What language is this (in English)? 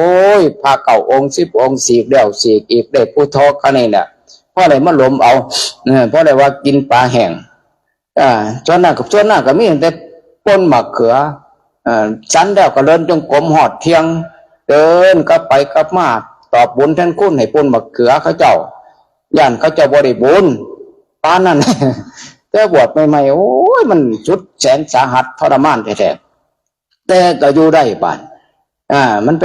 Northeastern Thai